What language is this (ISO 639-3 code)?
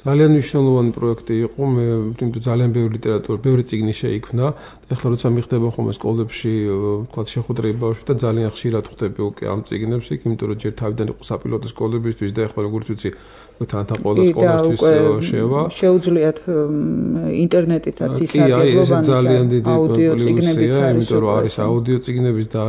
kat